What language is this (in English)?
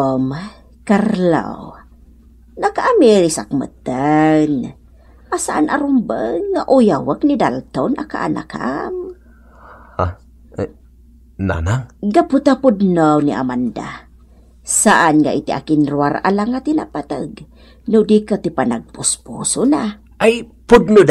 Iloko